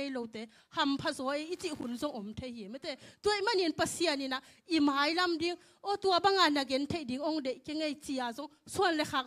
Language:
Tedim Chin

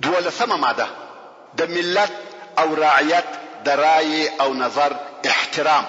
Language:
Pashto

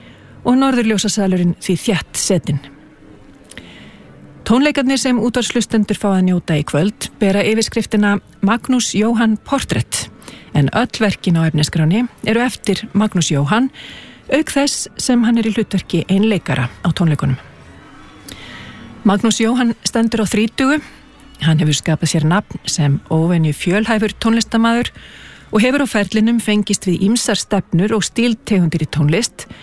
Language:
Icelandic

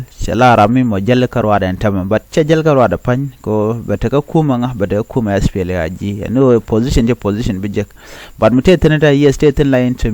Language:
Nuer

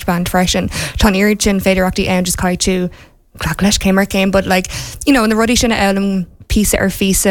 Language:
Irish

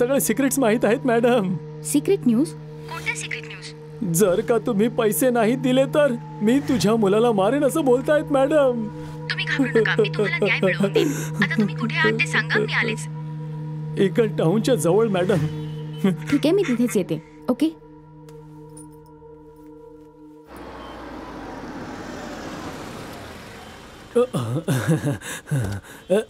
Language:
Marathi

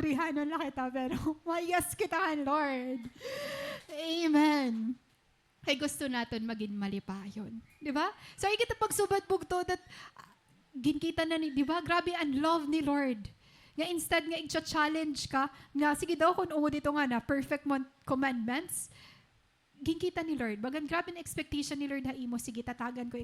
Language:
Waray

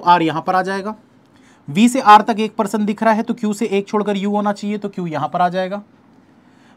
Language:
Hindi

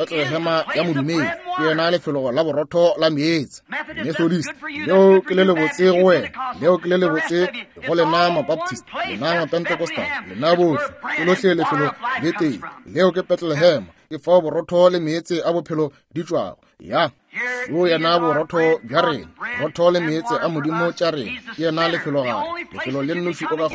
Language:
Northern Sotho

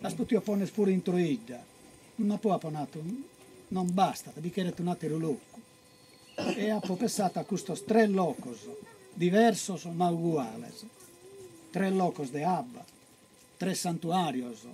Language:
Sardinian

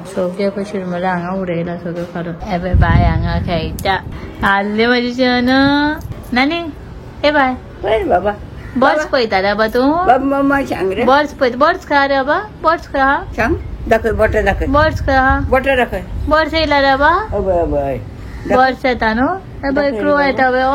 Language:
Konkani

